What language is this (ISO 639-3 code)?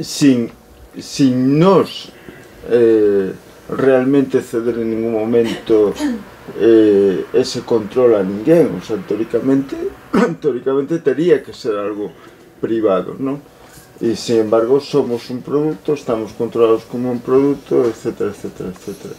glg